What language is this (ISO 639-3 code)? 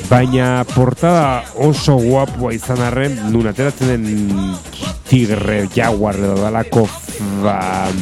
eus